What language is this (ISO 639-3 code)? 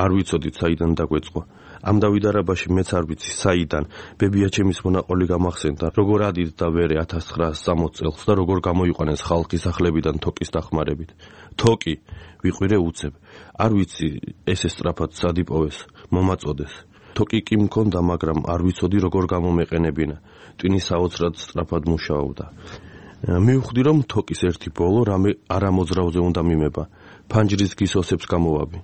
kat